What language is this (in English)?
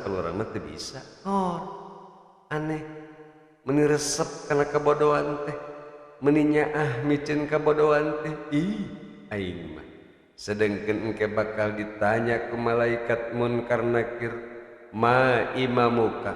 Sundanese